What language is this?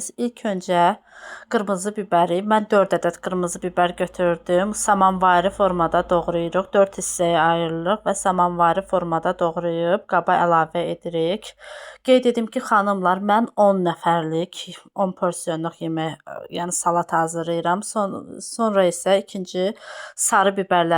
Azerbaijani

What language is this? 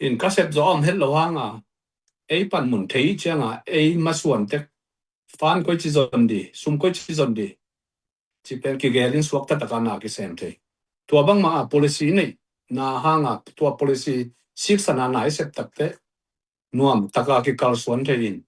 Tedim Chin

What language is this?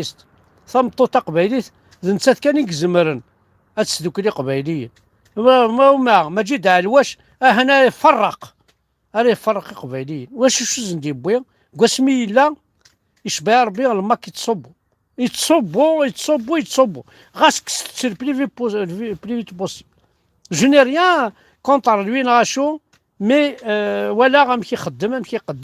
Kabyle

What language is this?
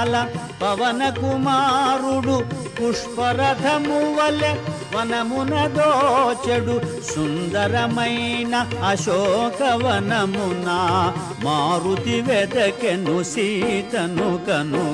Telugu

